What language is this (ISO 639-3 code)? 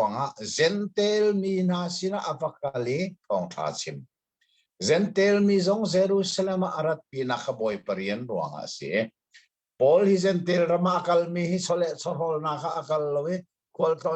cnh